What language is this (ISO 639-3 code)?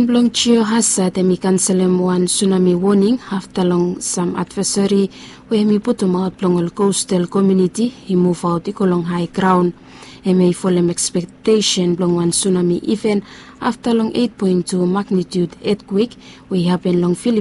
bis